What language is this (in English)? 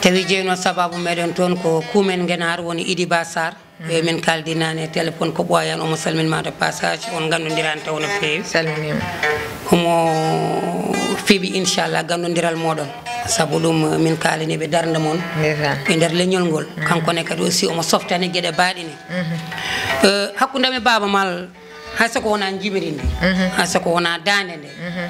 Fula